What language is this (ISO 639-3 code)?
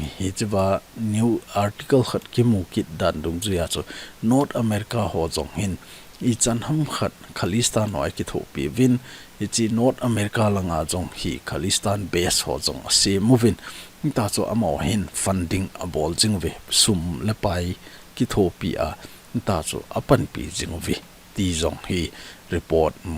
tcz